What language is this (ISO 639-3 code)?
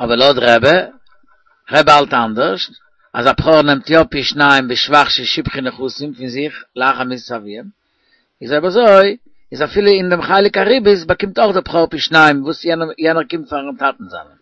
yid